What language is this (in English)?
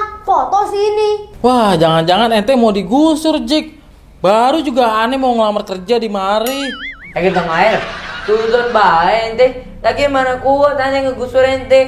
Betawi